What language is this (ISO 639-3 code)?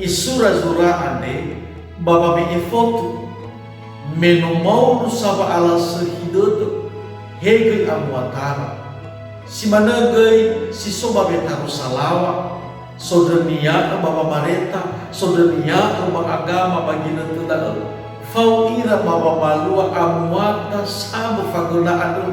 nia